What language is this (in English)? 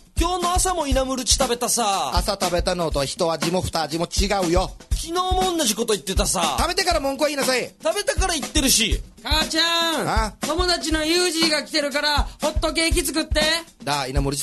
Japanese